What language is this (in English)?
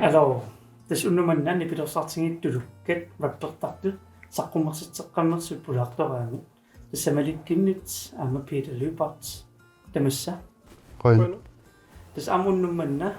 Kalaallisut